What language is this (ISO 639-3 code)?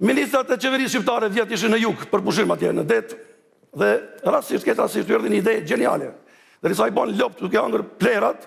sqi